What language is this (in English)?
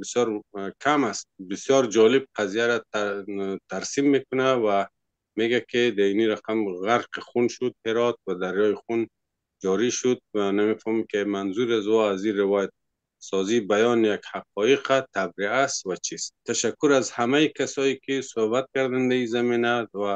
Persian